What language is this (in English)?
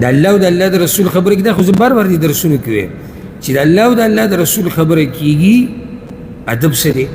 Pashto